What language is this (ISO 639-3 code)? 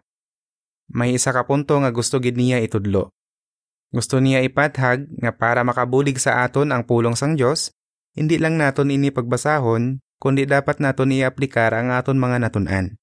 hil